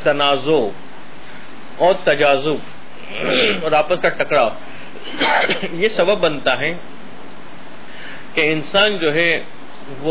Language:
Urdu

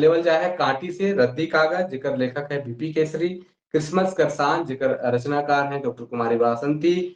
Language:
Sadri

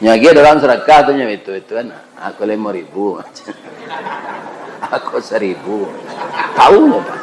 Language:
Minangkabau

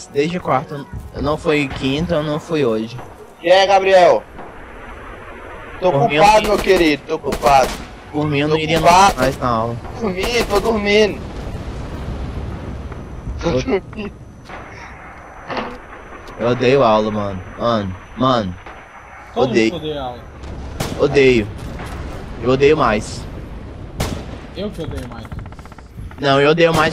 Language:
Portuguese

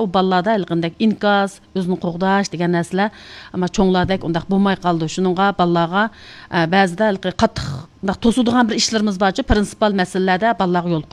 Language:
Uyghur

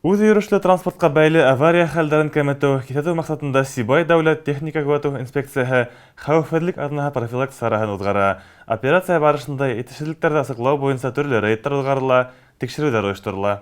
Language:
Bashkir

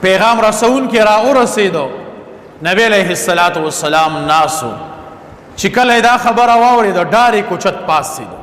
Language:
Pashto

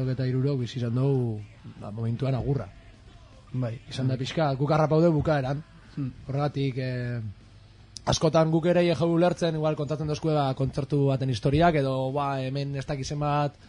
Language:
Basque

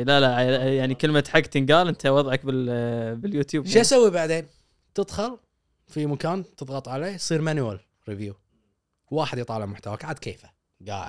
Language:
Gulf Arabic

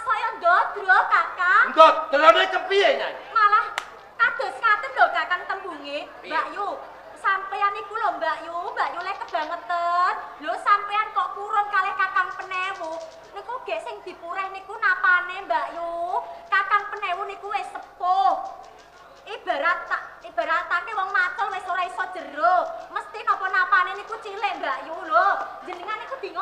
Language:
Javanese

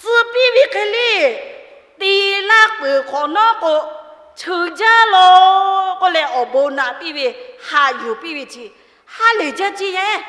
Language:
Lahu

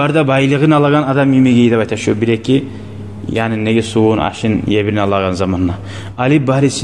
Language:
Kumyk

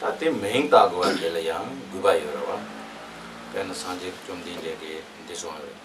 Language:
Tibetan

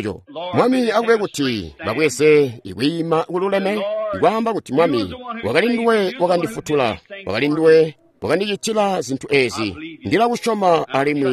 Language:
Tonga (Zambia)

